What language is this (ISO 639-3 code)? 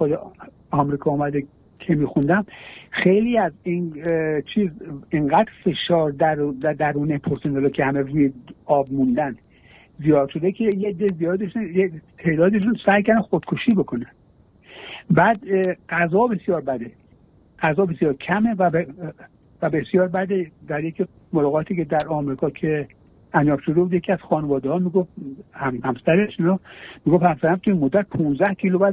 fas